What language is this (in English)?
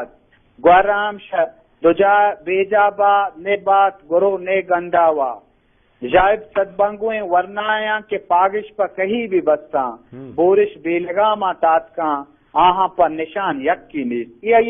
Eastern Balochi